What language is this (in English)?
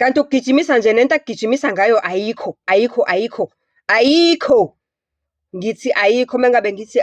Zulu